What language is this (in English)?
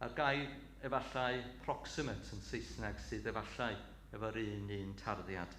Welsh